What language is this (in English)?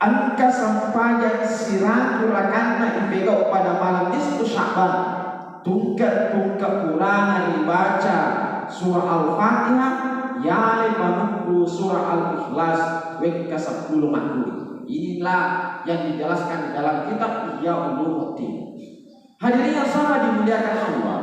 Buginese